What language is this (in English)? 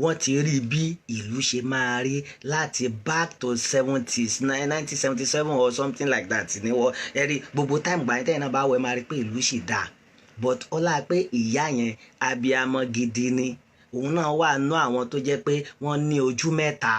Yoruba